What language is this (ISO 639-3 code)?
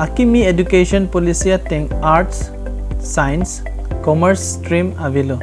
mjw